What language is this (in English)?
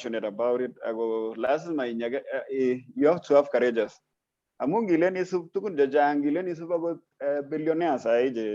Kalenjin